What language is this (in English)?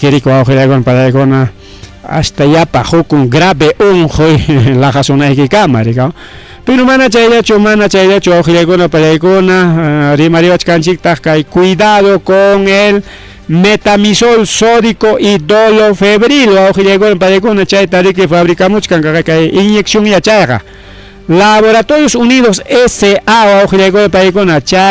Ayacucho Quechua